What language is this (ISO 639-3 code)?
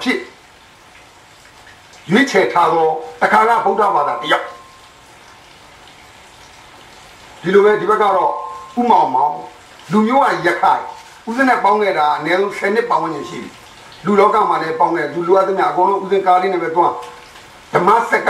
mya